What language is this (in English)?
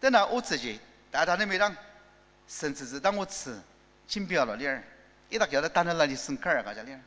Ao Naga